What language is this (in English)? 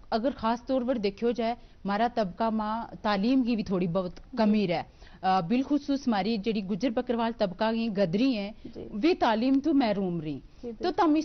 Gujari